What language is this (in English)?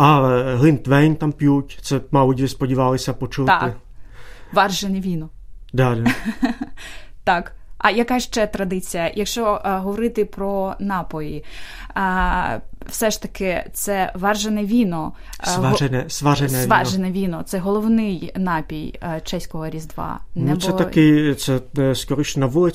Ukrainian